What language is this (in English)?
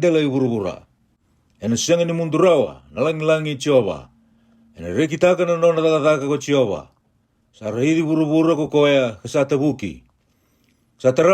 Fijian